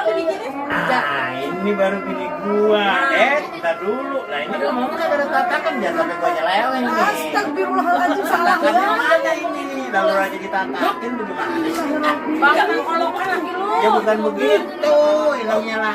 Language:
Betawi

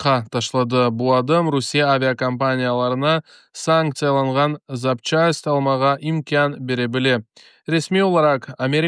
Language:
Crimean Tatar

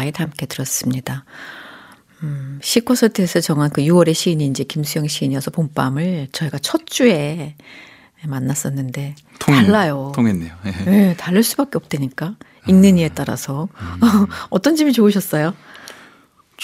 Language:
Korean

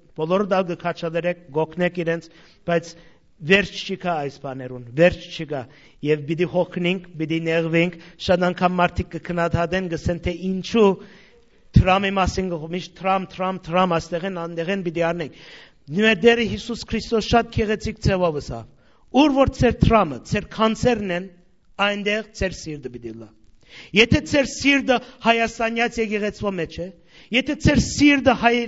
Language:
Western Armenian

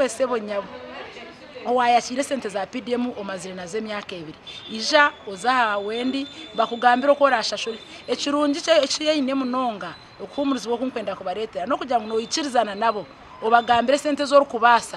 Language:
Nyankole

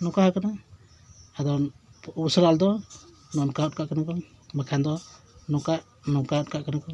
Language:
Santali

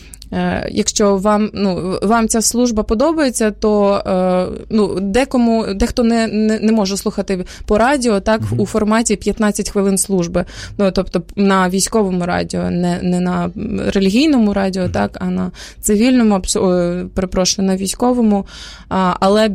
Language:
Ukrainian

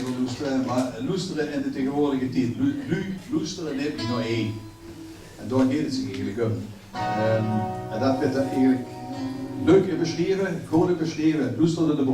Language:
Limburgish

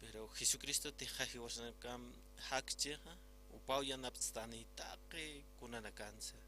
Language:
Aymara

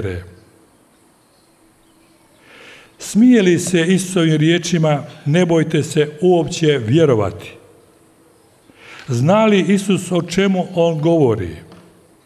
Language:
Croatian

